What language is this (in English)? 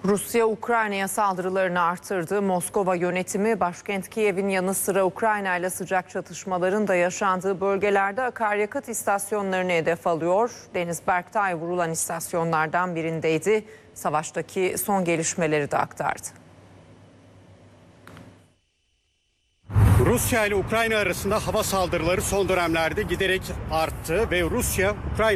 Turkish